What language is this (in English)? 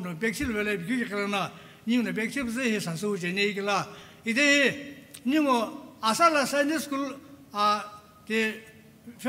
Sumi Naga